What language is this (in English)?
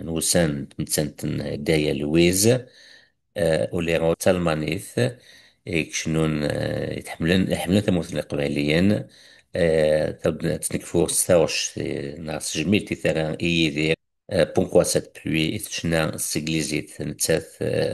Kabyle